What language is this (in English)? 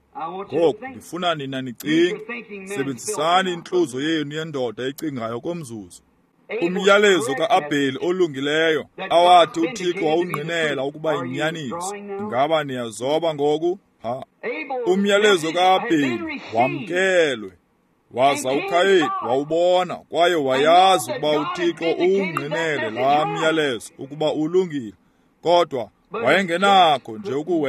Xhosa